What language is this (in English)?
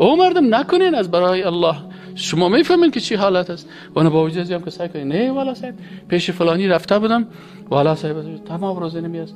Persian